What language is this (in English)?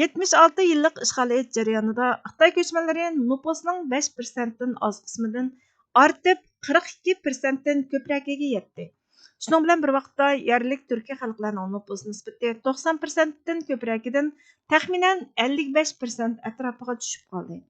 Uyghur